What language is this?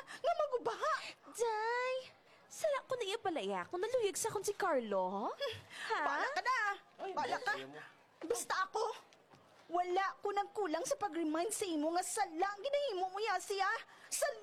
Hiligaynon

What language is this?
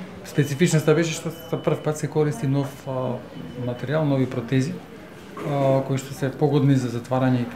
Macedonian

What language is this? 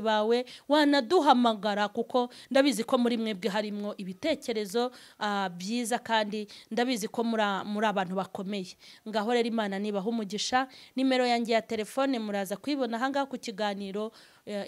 Kinyarwanda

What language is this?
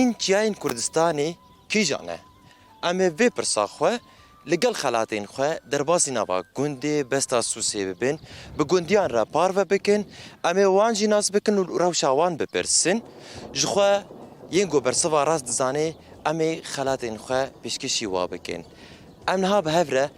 Kurdish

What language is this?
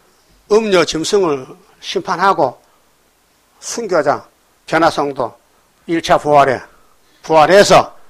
Korean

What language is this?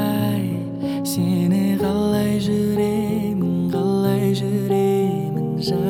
Kazakh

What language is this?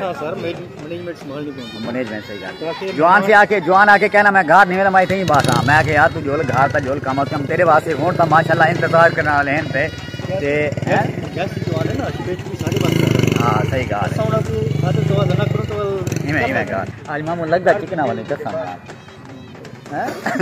Saraiki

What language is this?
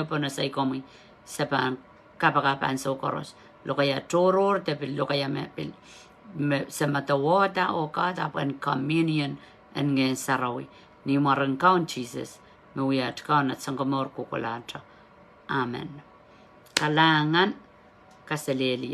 Pohnpeian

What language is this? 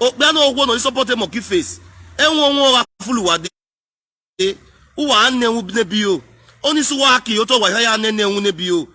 Nigerian Pidgin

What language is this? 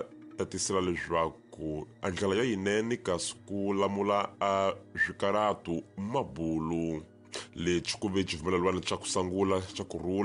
Tsonga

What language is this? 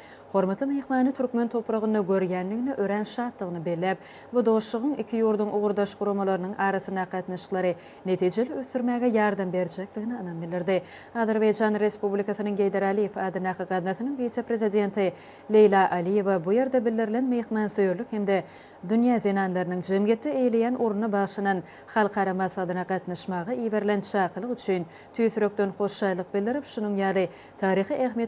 Turkmen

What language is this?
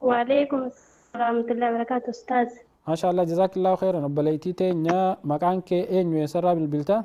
Oromo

